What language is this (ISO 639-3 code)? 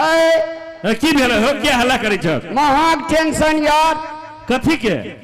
mai